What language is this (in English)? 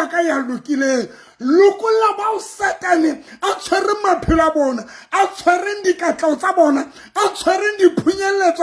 Southern Sotho